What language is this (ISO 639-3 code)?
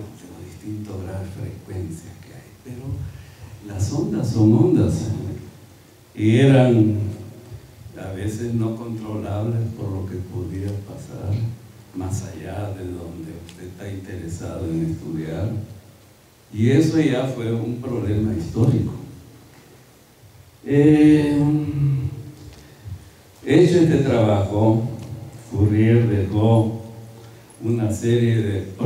spa